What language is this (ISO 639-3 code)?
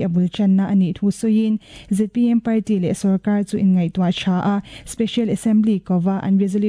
lus